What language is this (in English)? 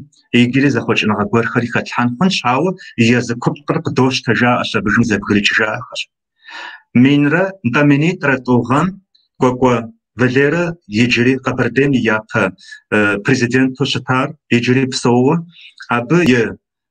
Kabardian